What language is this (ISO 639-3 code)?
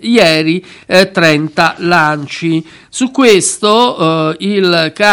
ita